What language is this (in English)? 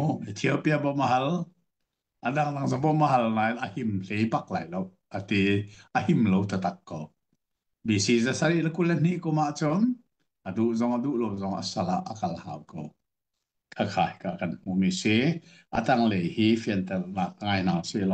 Hakha Chin